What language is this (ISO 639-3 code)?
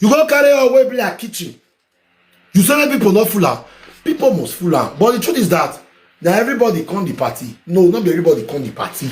pcm